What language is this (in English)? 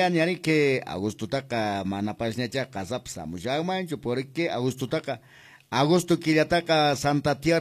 Quechua